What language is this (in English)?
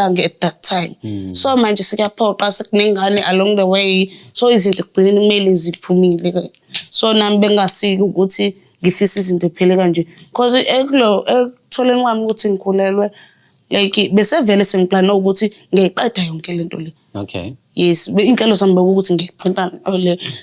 Zulu